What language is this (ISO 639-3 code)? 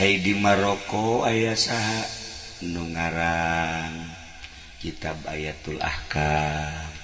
sun